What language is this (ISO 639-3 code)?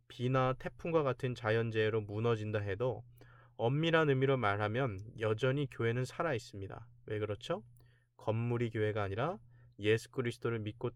kor